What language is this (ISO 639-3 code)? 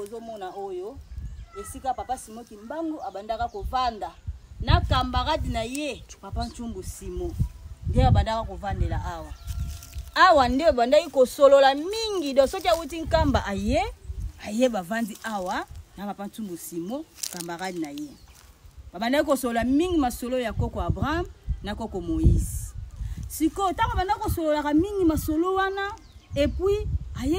lin